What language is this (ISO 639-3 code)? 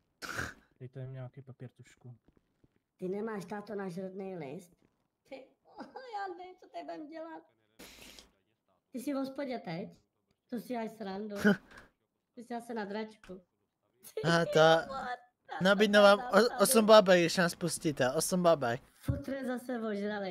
ces